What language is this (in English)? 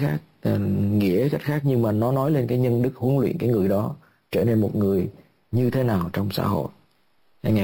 Vietnamese